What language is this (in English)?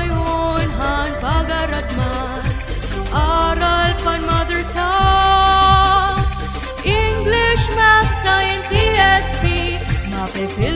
Waray